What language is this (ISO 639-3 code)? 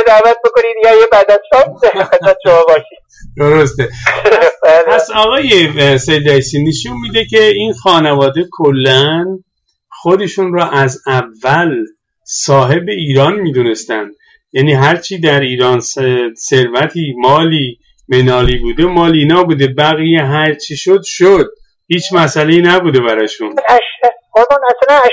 fas